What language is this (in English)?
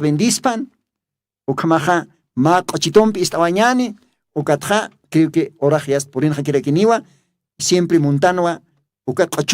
Aymara